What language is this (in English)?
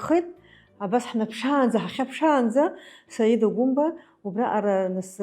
Abkhazian